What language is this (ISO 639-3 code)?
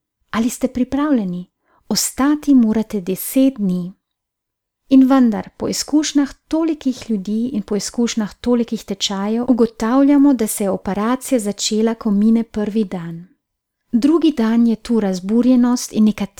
slv